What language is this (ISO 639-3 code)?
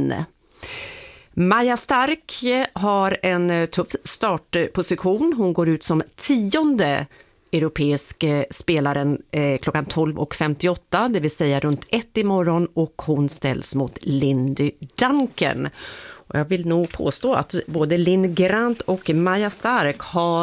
swe